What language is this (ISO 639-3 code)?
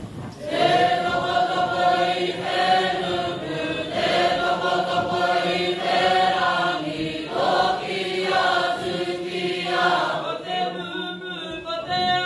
mri